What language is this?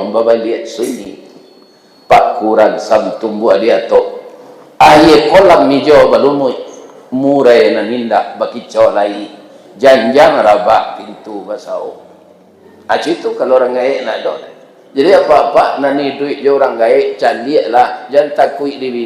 Minangkabau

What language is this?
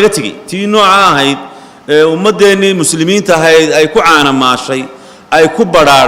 Somali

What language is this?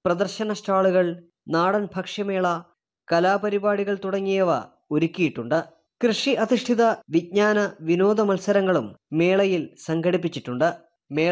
Malayalam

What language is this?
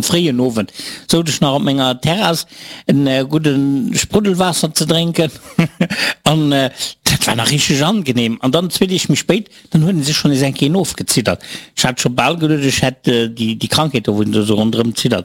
Luxembourgish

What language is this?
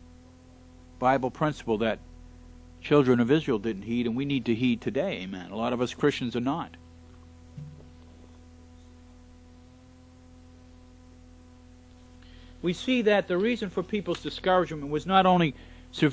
English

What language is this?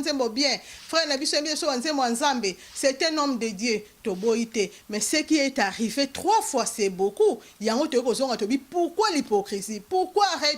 Lingala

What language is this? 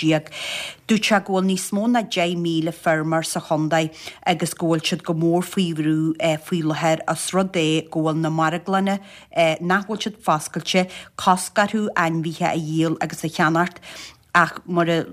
Irish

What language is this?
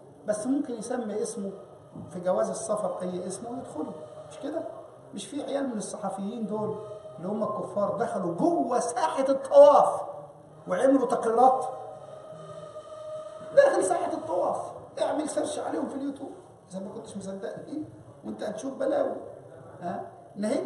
Egyptian Arabic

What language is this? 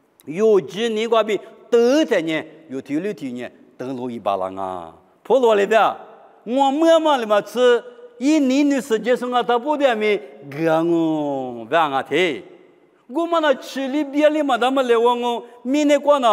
Lisu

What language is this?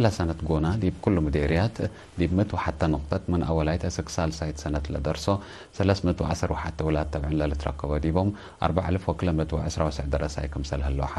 Tigre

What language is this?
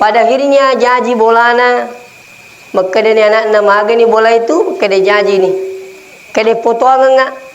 Buginese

